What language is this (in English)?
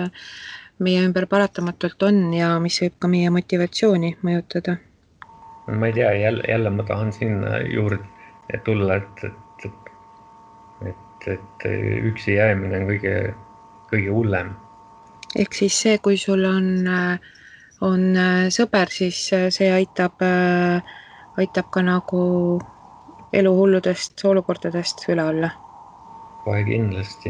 Estonian